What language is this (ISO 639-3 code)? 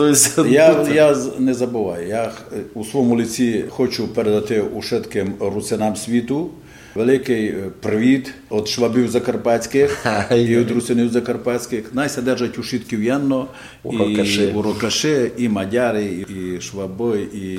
rue